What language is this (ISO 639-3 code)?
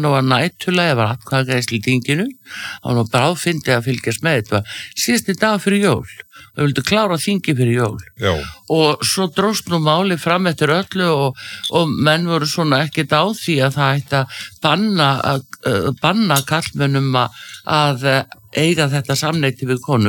isl